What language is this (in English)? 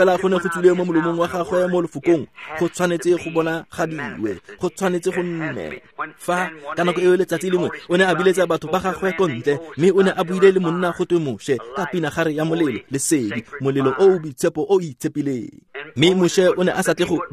Tswana